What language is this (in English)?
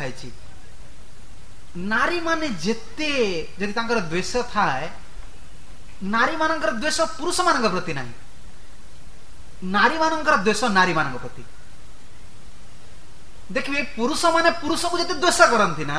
Odia